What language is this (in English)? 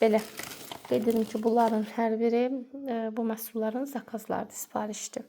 Azerbaijani